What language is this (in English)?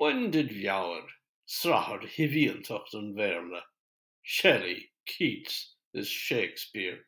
Irish